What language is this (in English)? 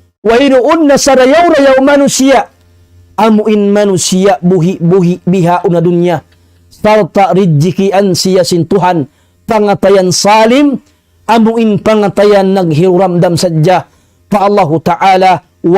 Tausug